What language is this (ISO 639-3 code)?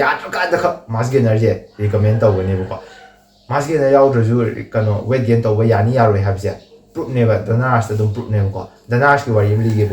mni